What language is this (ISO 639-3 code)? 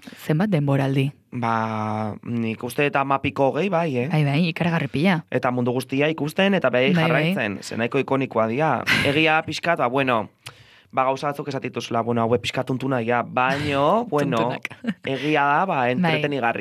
eus